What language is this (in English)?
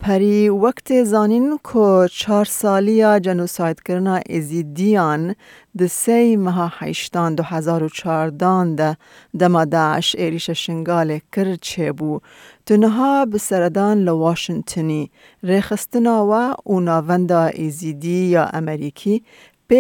Kurdish